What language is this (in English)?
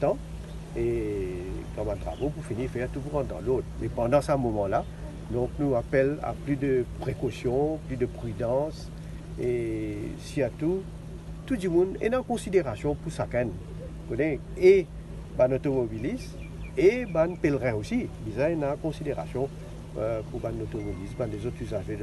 Morisyen